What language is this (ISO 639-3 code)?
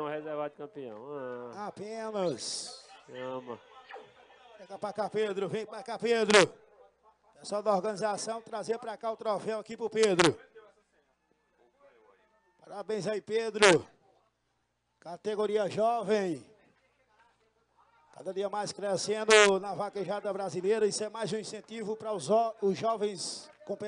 por